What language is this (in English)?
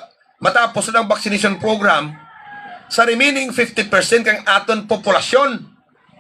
Hiligaynon